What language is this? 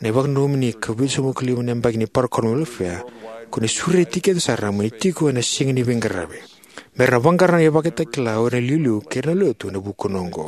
Fijian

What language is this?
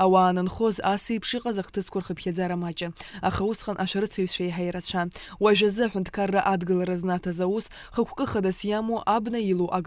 Abkhazian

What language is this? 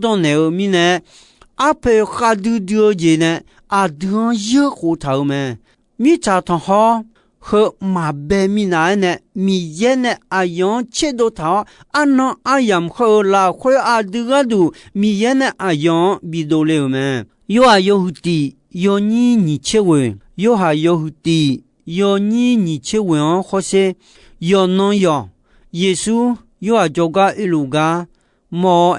Akha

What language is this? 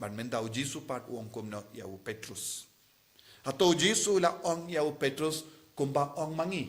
Khasi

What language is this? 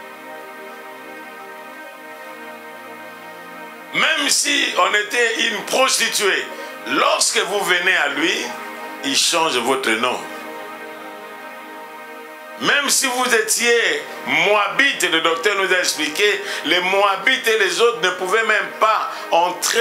French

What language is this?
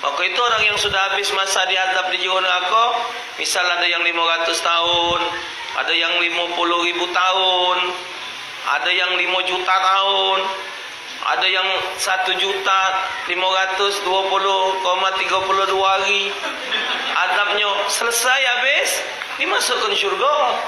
Musi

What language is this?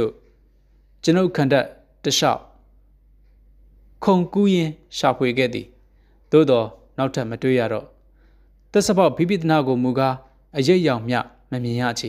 Burmese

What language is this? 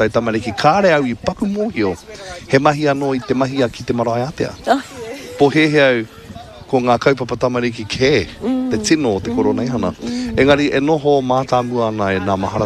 Māori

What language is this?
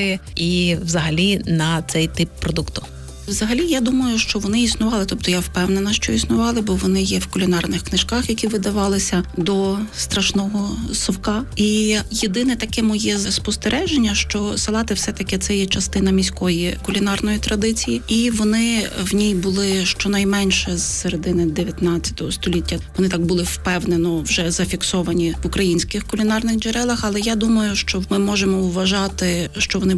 Ukrainian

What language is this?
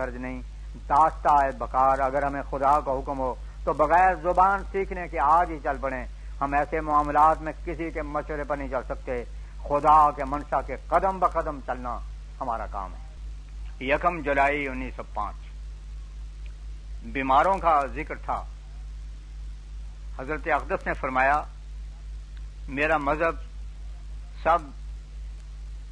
Urdu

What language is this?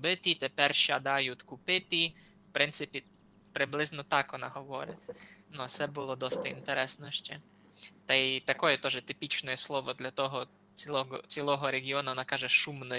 Rusyn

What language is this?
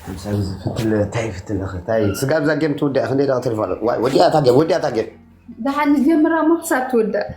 Tigrinya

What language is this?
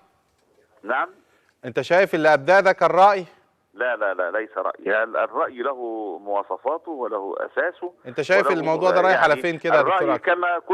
Egyptian Arabic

